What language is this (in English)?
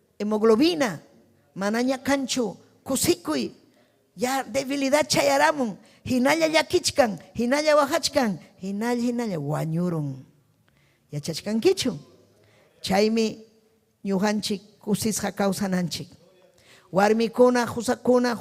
Ayacucho Quechua